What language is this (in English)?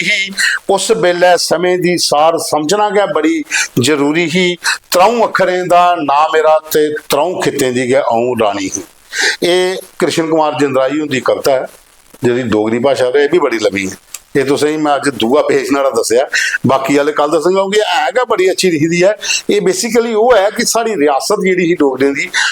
Dogri